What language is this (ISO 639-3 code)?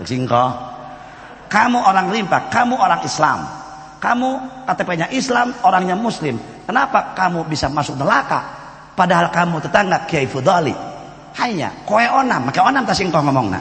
sun